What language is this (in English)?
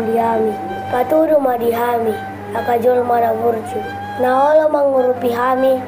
Batak Toba